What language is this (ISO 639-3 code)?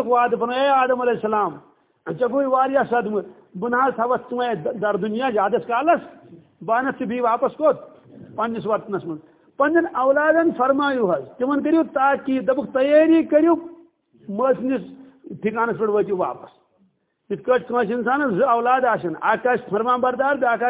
kas